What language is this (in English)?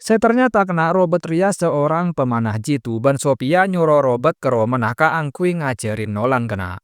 Madurese